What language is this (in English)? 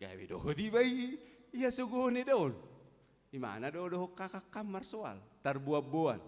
Batak Toba